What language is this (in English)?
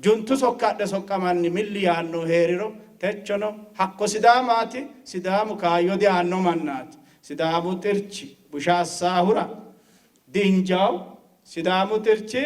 Sidamo